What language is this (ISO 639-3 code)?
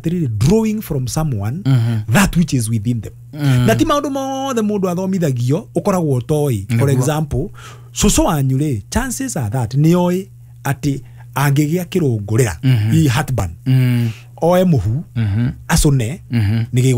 kik